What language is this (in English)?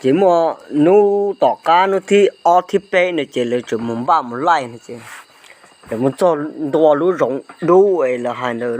Hmong